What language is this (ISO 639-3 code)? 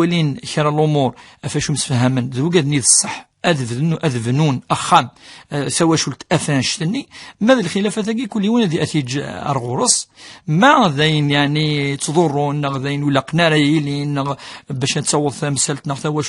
kab